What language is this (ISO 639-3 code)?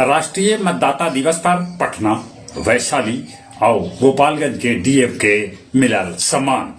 mag